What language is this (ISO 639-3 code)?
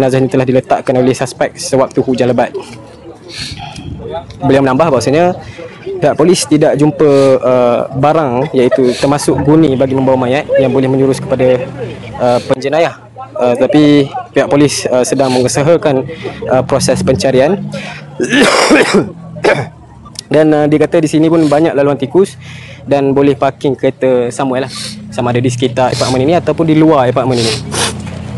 msa